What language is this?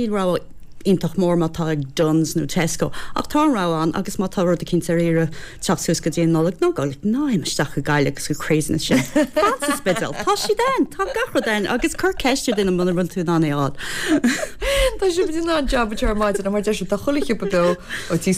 Irish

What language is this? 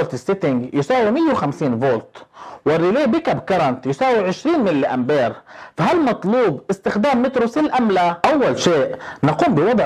Arabic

